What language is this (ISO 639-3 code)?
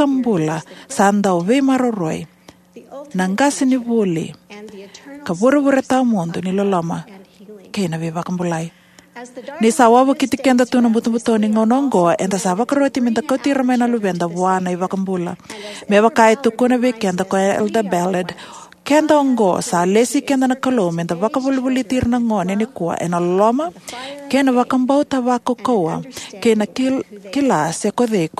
fij